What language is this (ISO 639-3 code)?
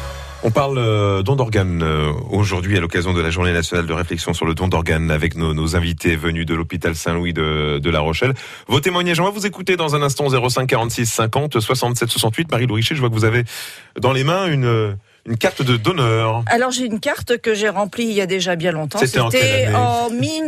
fra